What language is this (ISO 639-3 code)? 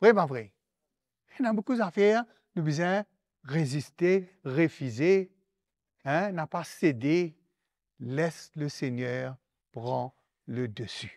mfe